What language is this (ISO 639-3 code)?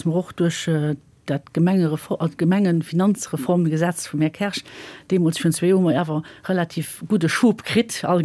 ltz